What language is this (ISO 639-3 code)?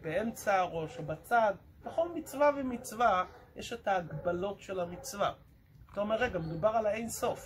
heb